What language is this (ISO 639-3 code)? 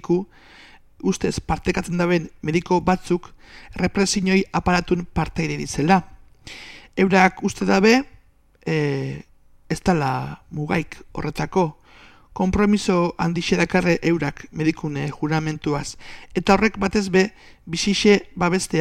eus